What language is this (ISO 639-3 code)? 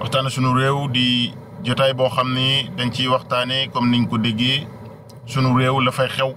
wol